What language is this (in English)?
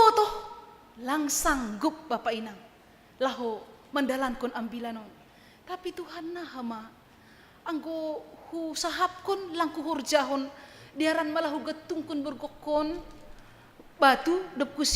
Batak Simalungun